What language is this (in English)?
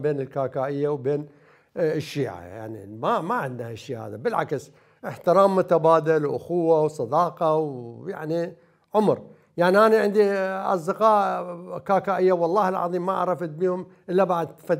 Mesopotamian Arabic